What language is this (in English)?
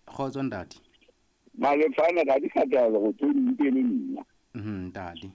Southern Sotho